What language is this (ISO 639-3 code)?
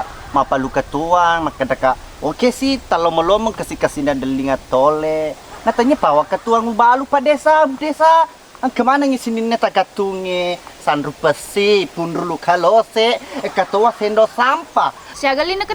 bug